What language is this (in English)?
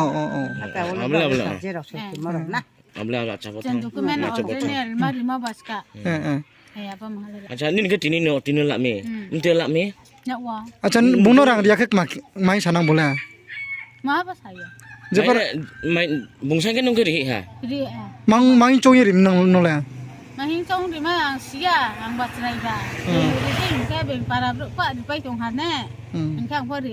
Riang (India)